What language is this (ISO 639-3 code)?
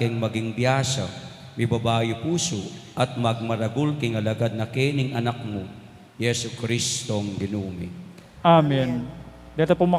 pam